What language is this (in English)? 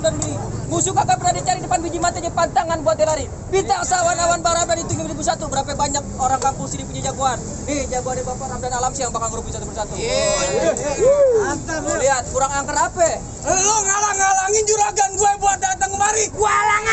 Betawi